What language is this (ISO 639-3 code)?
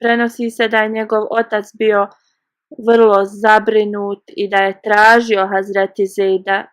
bos